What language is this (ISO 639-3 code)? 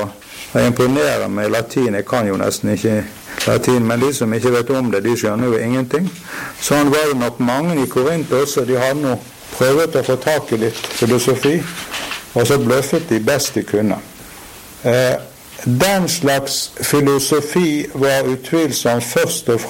nor